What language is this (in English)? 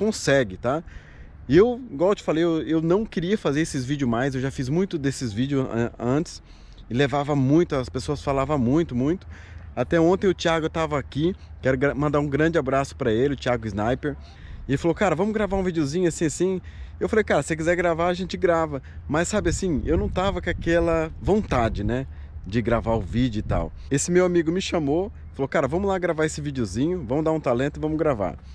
Portuguese